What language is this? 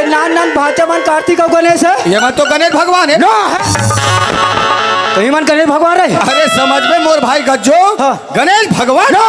Chhattisgarhi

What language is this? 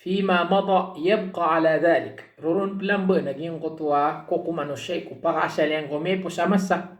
Maranao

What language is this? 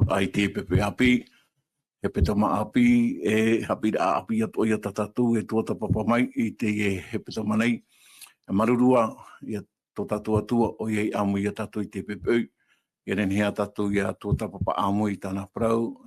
Tahitian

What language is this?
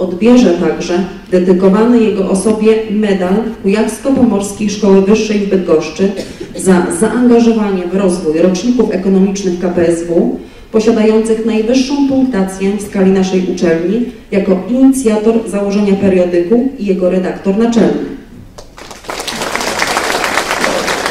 Polish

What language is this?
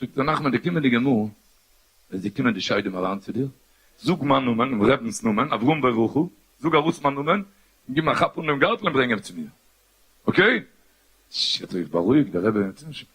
Yiddish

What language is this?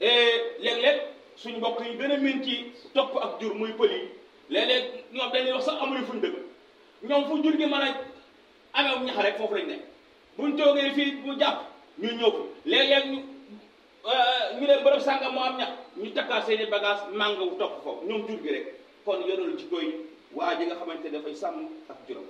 Wolof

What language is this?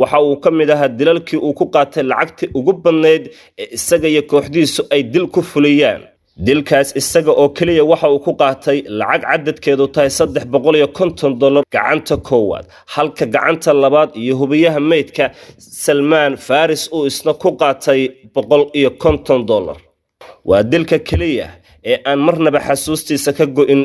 Somali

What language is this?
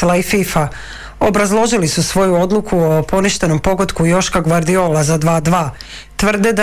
Croatian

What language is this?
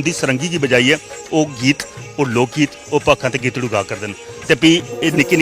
Dogri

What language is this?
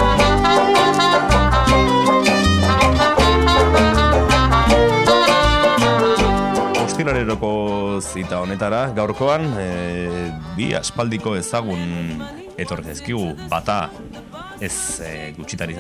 Basque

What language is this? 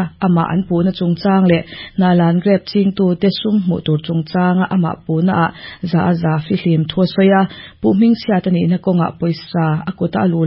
Mizo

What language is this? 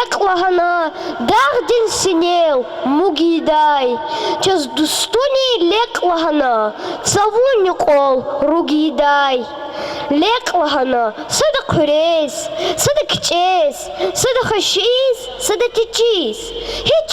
Lezghian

